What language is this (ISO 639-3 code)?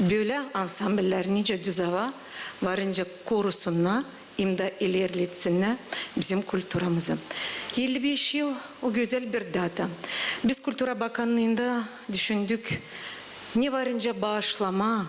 gag